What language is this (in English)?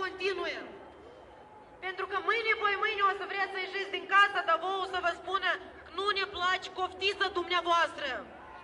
Romanian